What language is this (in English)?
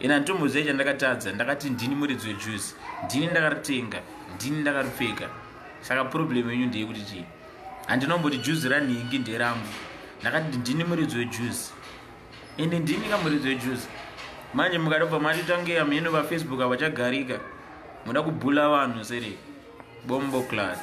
Shona